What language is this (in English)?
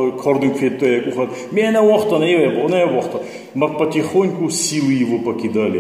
Ossetic